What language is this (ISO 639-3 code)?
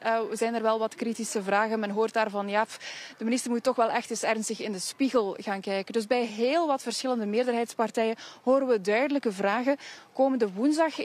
nld